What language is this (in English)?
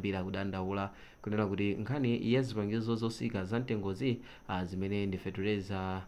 Nyanja